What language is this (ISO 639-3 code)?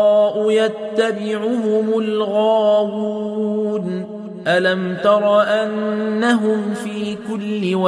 ara